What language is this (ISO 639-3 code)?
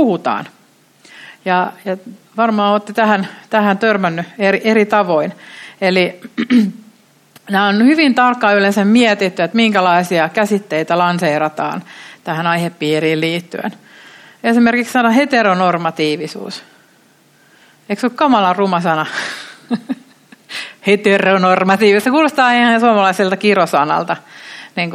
fin